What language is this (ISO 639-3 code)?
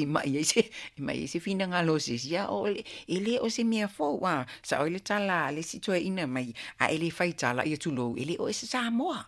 smo